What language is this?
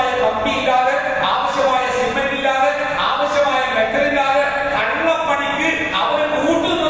Malayalam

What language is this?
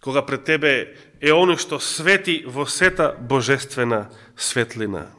Macedonian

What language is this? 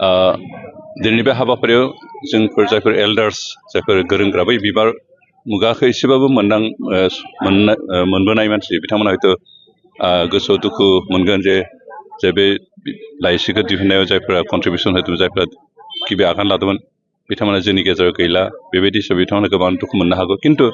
Bodo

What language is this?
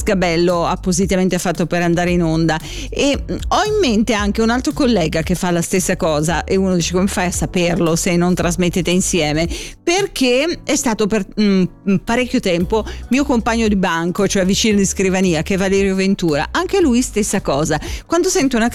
Italian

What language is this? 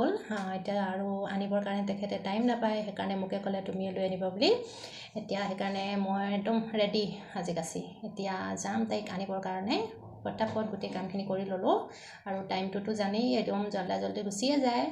Assamese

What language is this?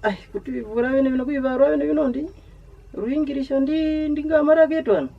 Kwangali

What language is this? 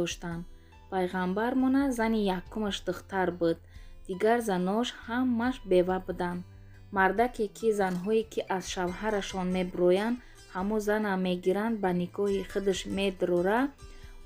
Tajik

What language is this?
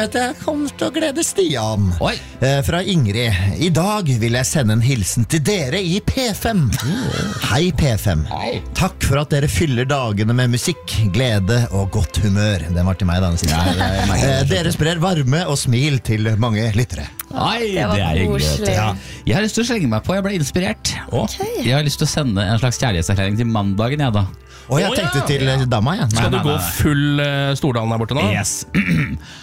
Norwegian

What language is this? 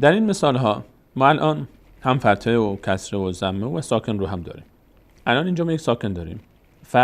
Persian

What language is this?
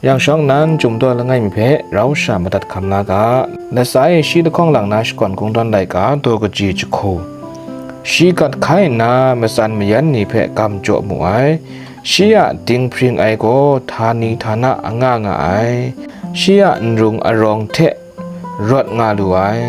Kachin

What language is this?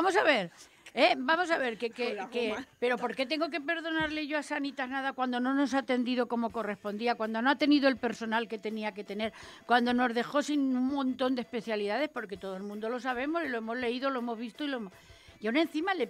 Spanish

